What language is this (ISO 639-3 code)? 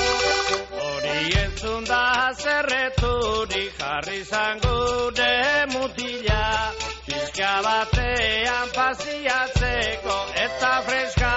eus